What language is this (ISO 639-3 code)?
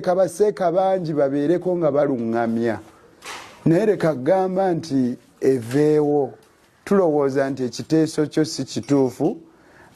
lug